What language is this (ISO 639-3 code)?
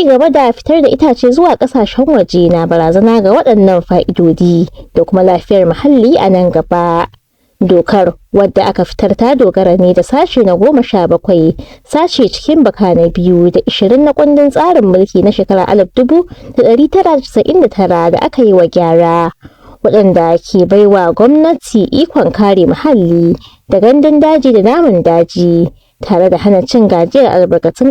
hau